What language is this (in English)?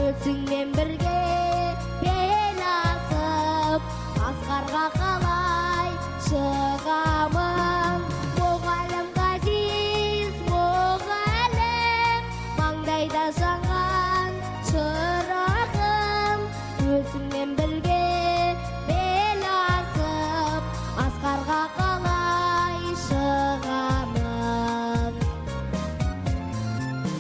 Kazakh